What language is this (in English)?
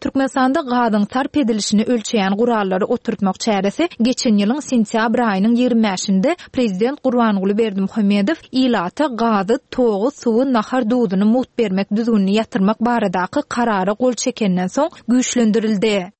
Turkmen